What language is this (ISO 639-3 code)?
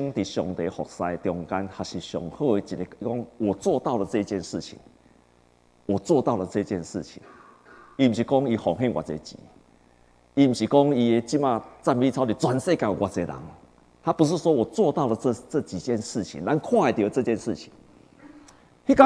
nan